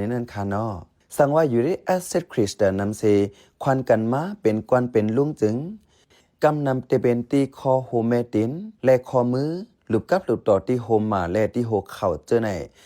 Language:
Shan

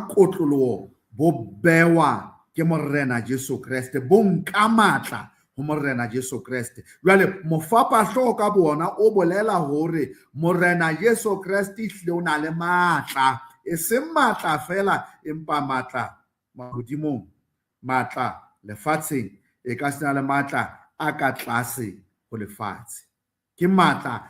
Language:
Southern Sotho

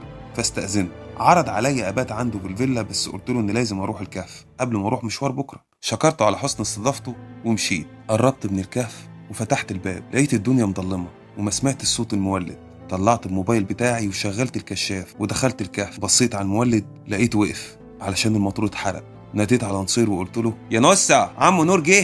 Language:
Egyptian Arabic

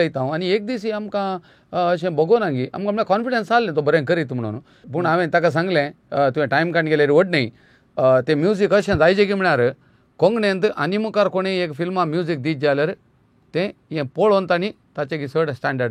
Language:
Konkani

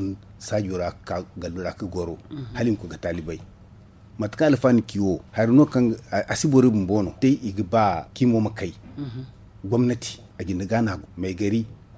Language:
Zarma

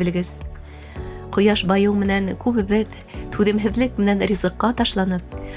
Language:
Bashkir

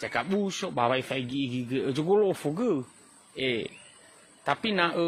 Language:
Nias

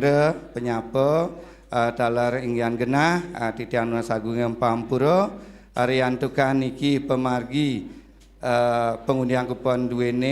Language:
Balinese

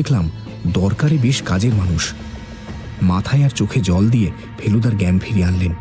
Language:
Bangla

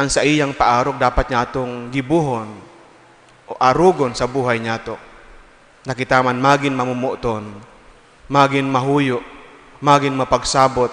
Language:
Bikol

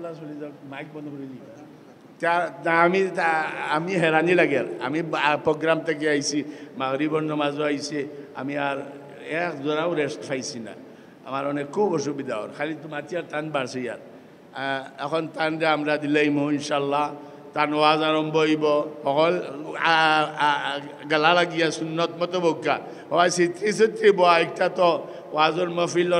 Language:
Sylheti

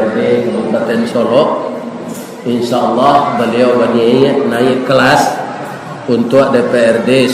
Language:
Minangkabau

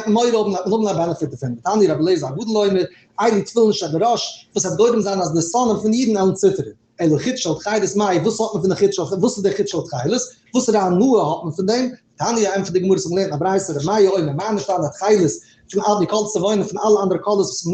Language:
Yiddish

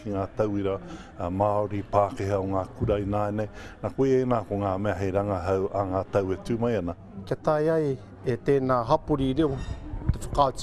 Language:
Māori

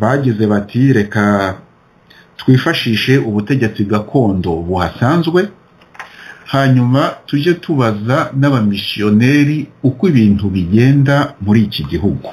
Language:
Kinyarwanda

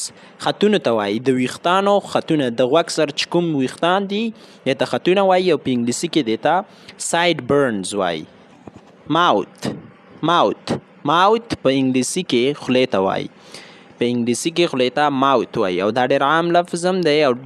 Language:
Pashto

